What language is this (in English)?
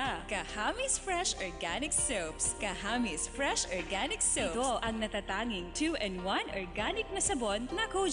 Bikol